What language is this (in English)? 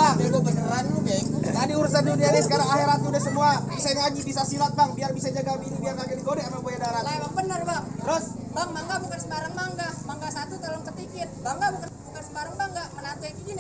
Betawi